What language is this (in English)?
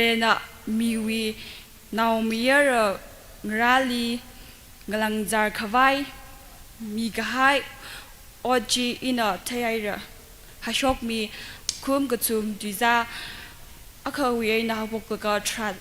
Tangkhul Naga (India)